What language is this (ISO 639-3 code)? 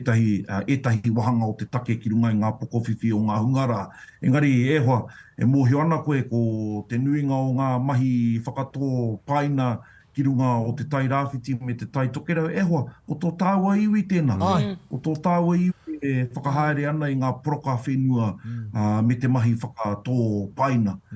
mri